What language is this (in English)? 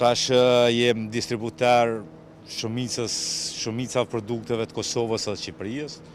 Albanian